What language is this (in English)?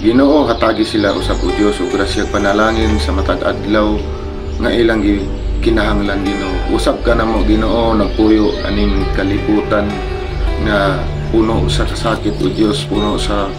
Cebuano